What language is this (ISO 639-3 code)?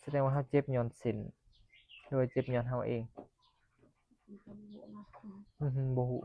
tts